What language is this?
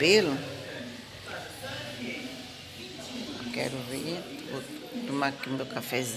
Portuguese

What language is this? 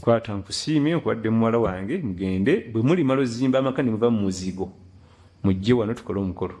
Ganda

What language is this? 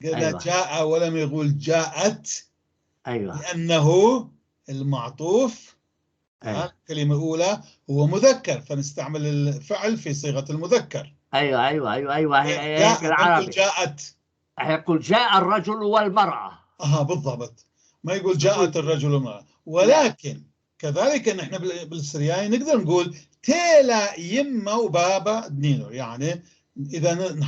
North Levantine Arabic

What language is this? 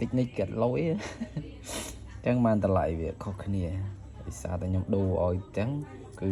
Khmer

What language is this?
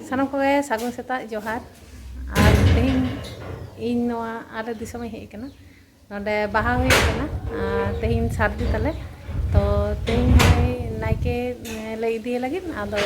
Santali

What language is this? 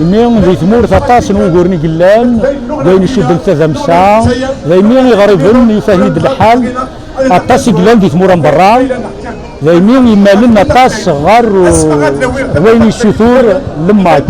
Kabyle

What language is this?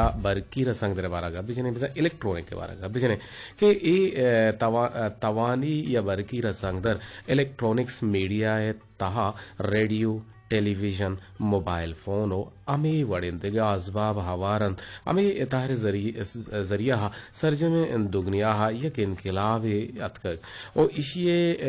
Eastern Balochi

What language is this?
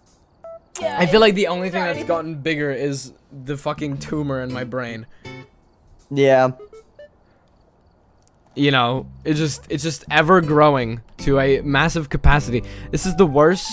English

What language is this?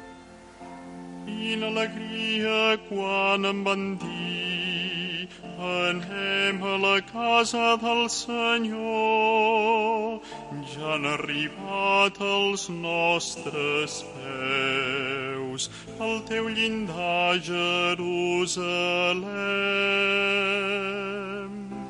Catalan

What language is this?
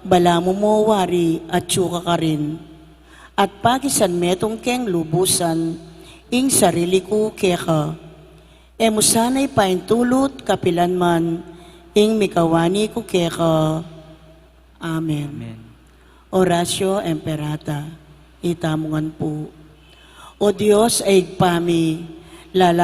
Pampanga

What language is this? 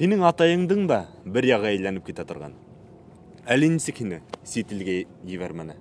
Bashkir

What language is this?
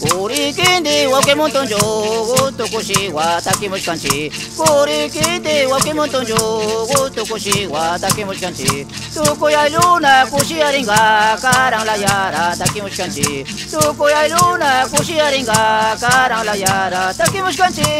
Napo Lowland Quechua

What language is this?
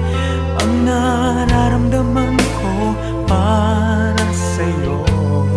Filipino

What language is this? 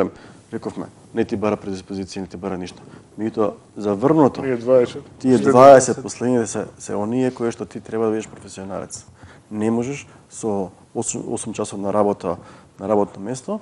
Macedonian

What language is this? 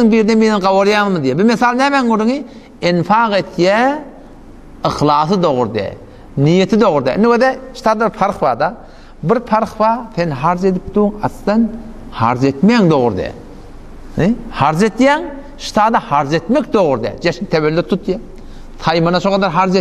Turkmen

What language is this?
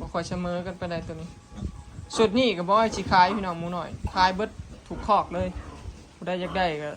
Northeastern Thai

